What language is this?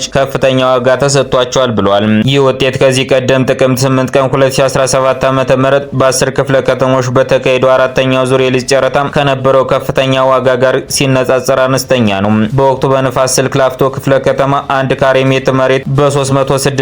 Amharic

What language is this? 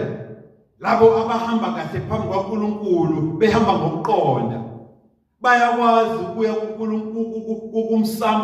Zulu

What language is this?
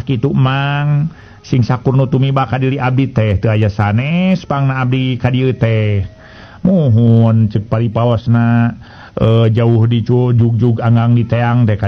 Sundanese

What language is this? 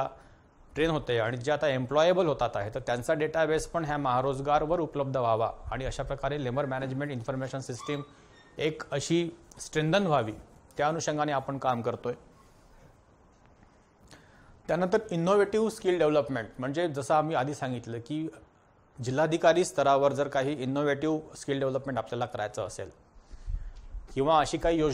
Marathi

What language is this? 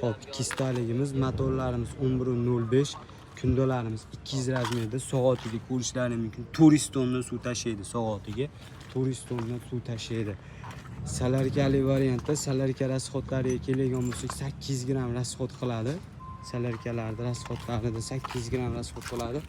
Uzbek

